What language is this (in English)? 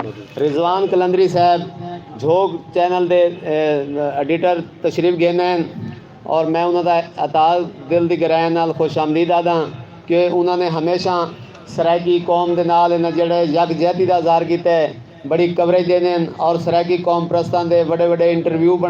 Saraiki